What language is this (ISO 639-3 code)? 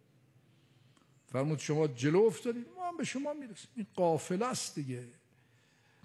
fas